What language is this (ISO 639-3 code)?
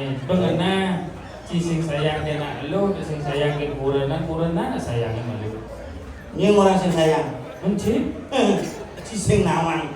ban